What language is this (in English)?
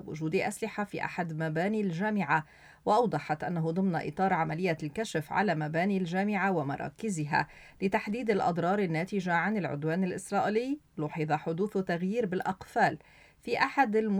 Arabic